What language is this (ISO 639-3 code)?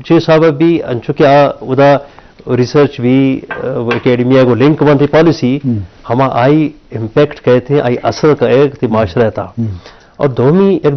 bgp